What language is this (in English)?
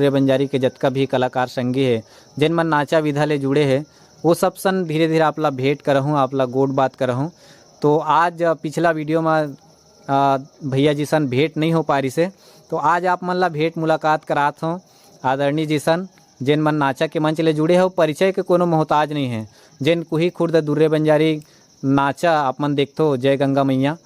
Chhattisgarhi